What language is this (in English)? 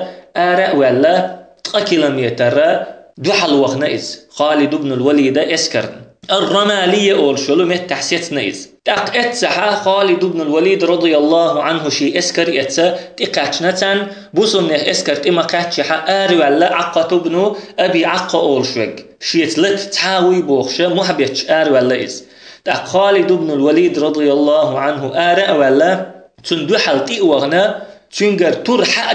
Chechen